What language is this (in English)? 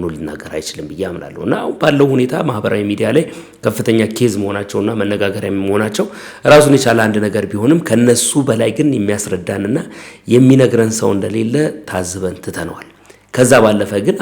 Amharic